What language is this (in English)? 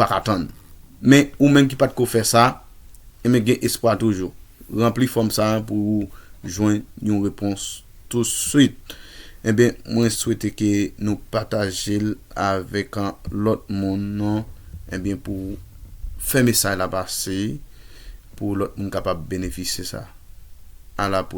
Haitian Creole